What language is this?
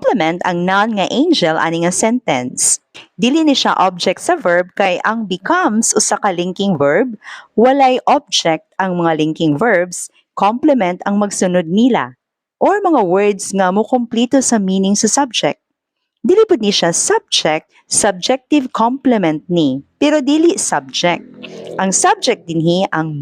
Cebuano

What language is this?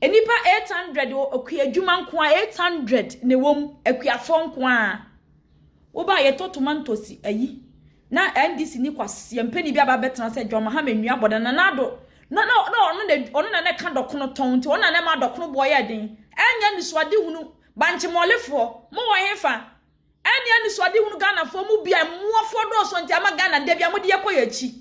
Akan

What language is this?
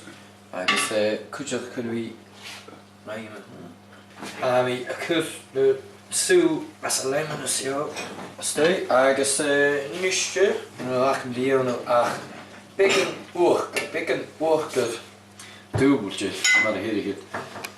Scottish Gaelic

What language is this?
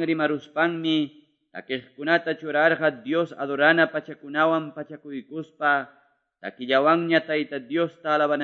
Quechua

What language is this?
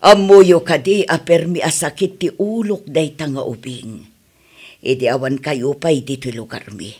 Iloko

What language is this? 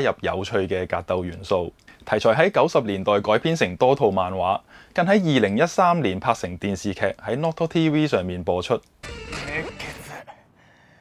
Cantonese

